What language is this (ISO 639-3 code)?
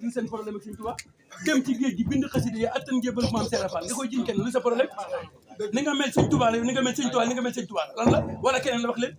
wol